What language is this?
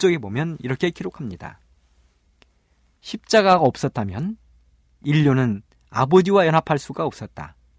Korean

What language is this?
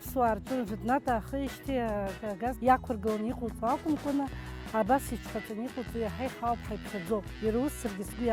Abkhazian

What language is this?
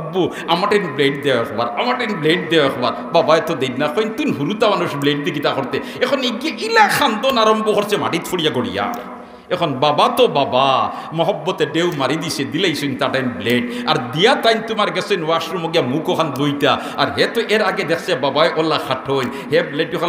Sylheti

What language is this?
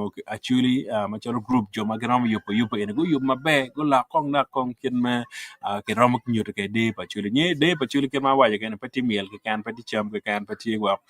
Acoli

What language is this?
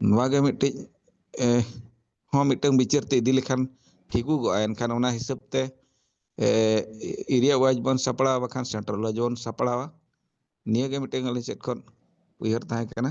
Santali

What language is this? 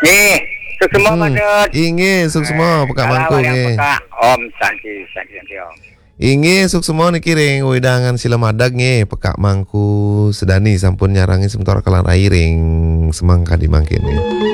Balinese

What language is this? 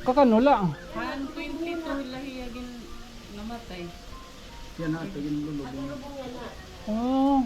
Waray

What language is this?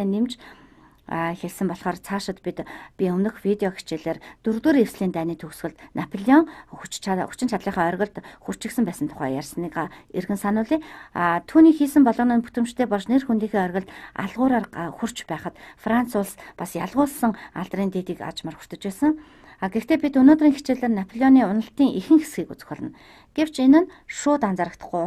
Mongolian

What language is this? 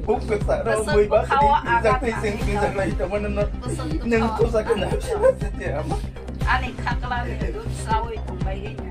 Kok Borok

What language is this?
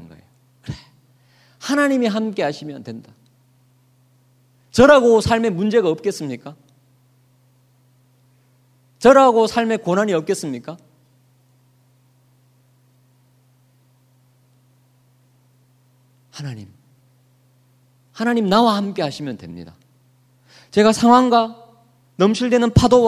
Korean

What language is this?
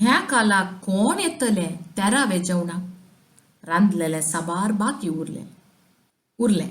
Konkani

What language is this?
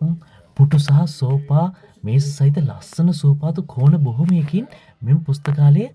Sinhala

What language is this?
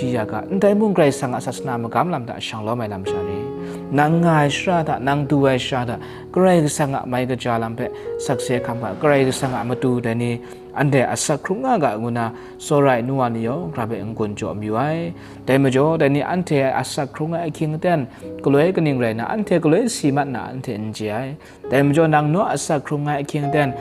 Kachin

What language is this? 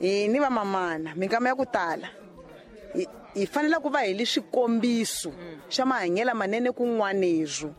Tsonga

